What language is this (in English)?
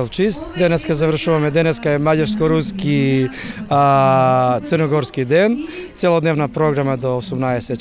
Macedonian